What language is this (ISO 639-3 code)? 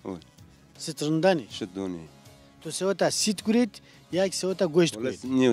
zza